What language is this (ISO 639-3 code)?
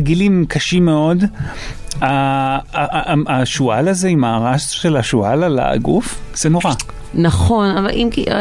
heb